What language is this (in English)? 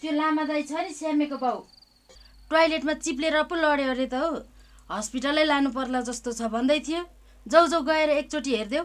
Nepali